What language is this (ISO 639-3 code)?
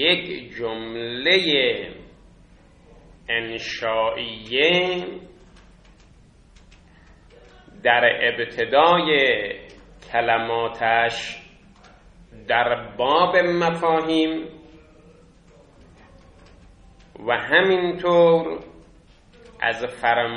fas